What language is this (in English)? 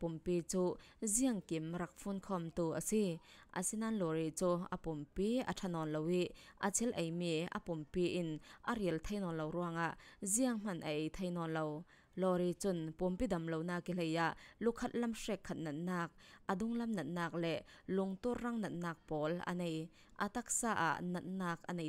Falam Chin